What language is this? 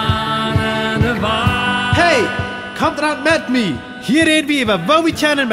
Plautdietsch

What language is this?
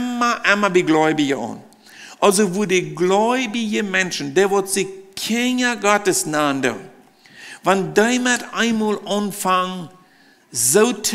Plautdietsch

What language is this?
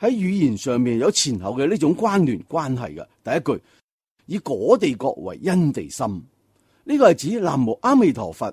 Cantonese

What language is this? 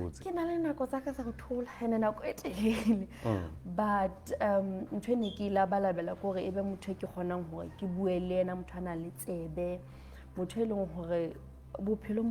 Southern Sotho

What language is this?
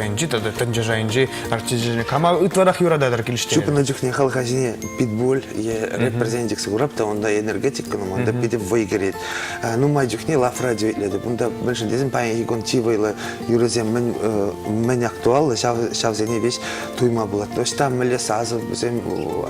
Chuvash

